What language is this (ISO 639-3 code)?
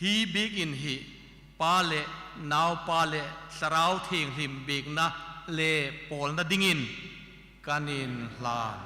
hmr